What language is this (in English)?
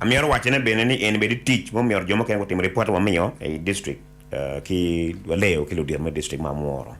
Acoli